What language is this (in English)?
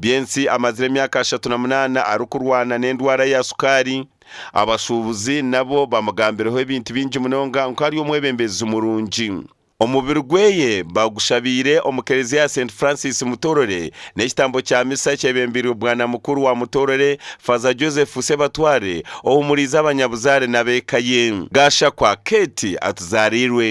Nyankole